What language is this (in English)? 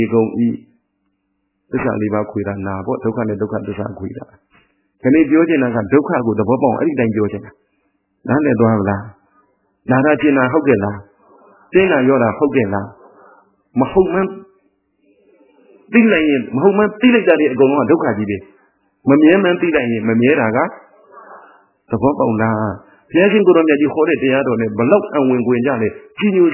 Burmese